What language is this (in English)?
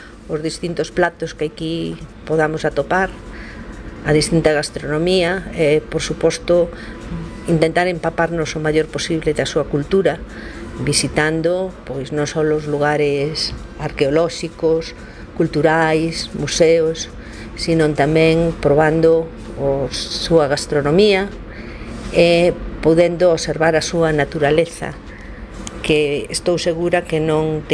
Galician